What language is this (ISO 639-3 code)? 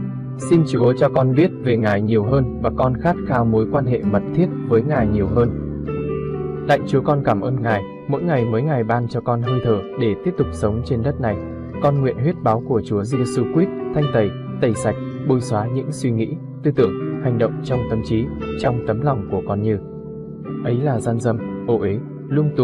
vie